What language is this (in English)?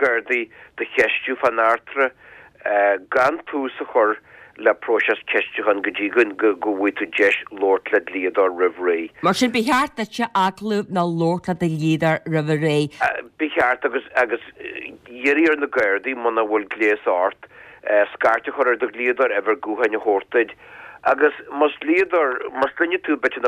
Irish